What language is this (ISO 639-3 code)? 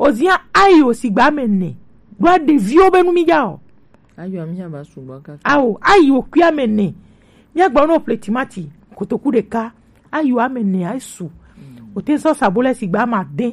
gej